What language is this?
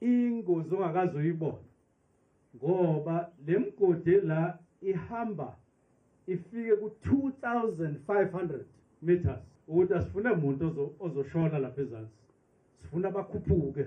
Zulu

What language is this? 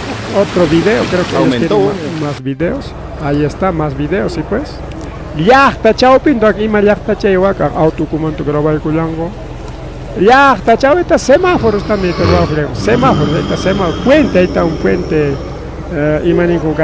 Ayacucho Quechua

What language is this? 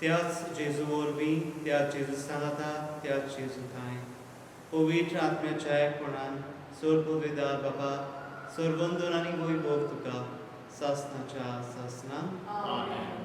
Konkani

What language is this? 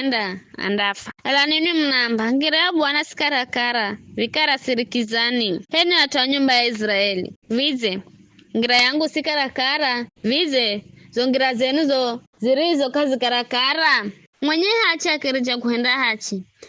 Giryama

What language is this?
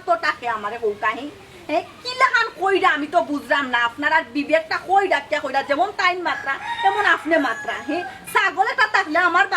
Sylheti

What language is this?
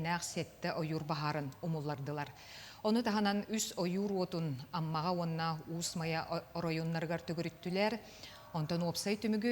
Yakut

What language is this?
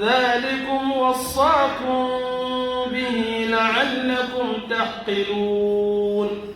Pular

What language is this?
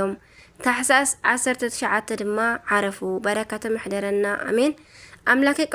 Tigrinya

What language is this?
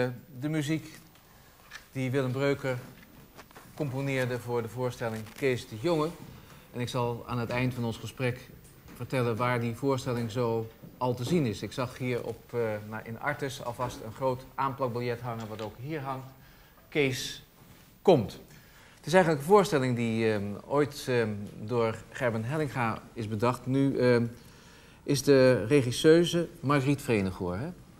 Dutch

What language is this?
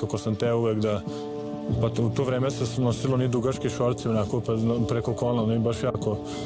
Serbian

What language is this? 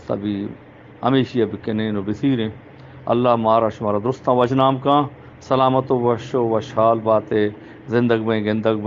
Eastern Balochi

